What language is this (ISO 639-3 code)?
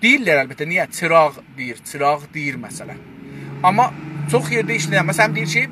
azb